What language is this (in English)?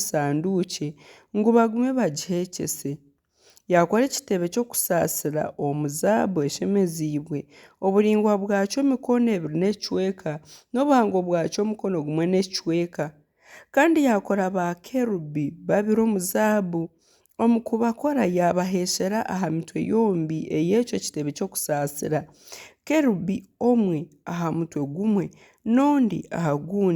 Nyankole